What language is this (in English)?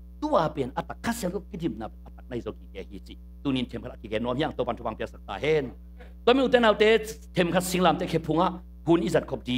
Tedim Chin